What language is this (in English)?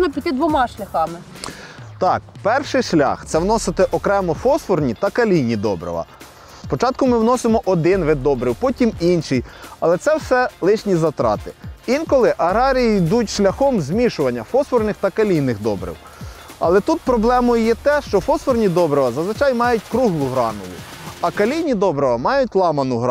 Ukrainian